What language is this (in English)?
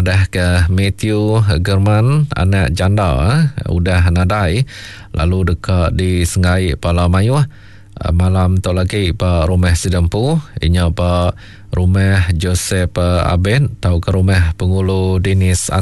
Iban